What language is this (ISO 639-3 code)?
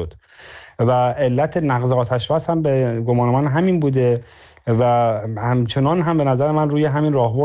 fas